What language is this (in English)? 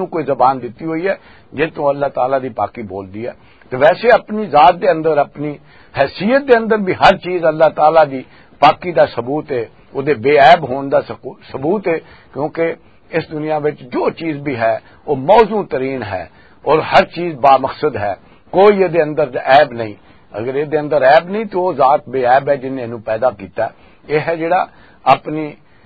Western Panjabi